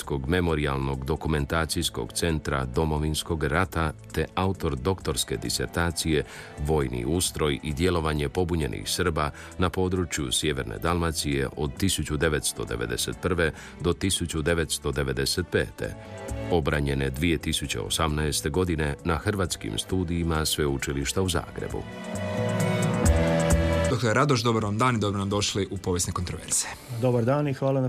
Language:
Croatian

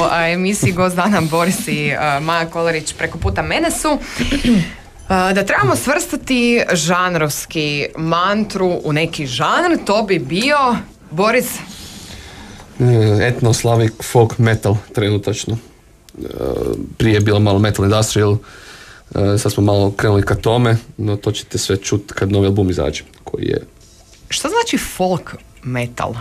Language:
Croatian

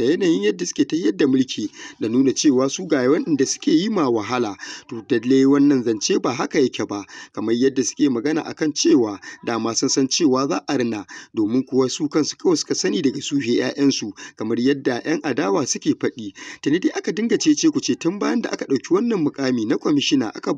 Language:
Hausa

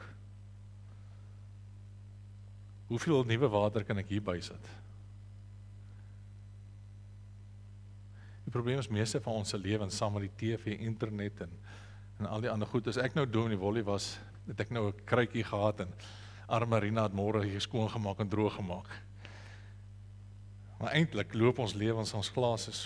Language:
Afrikaans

